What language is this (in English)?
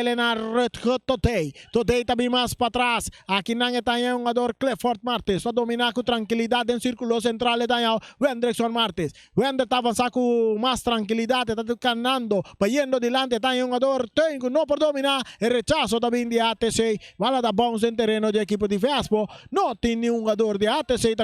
Papiamento